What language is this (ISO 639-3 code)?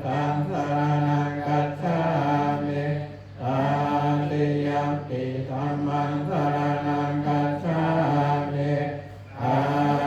pli